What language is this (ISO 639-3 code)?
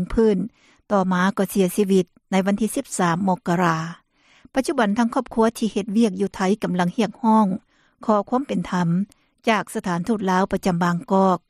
lao